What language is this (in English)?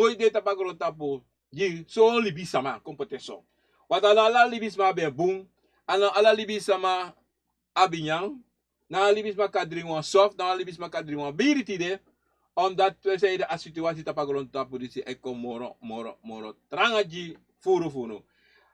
Sranan Tongo